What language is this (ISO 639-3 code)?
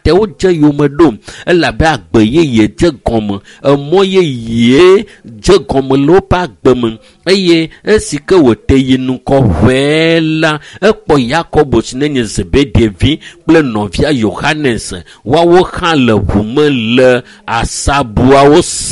ewe